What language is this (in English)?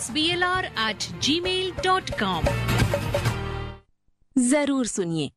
Kannada